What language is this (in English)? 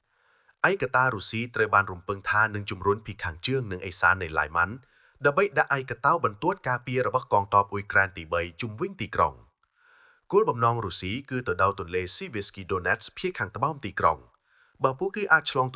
Khmer